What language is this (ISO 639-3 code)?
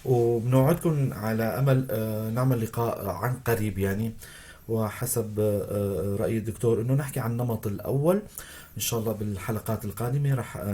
apc